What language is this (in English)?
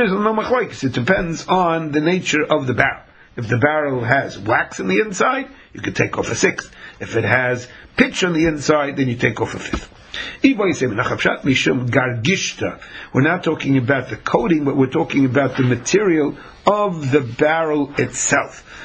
English